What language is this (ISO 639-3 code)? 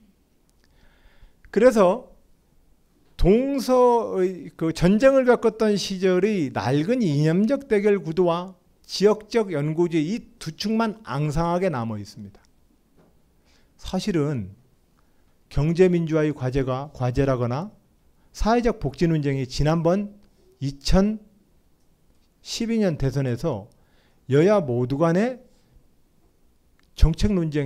kor